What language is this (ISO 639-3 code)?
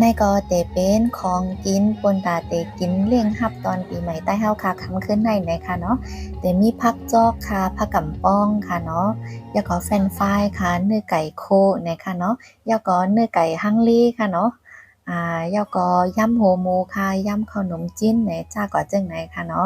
shn